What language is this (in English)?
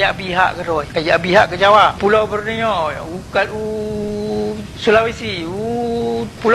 Achinese